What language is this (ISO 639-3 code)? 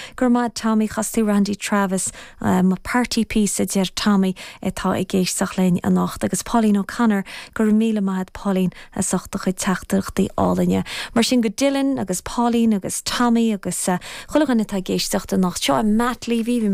gle